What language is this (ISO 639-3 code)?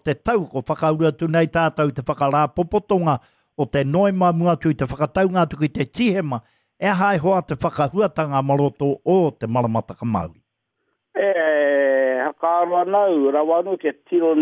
mri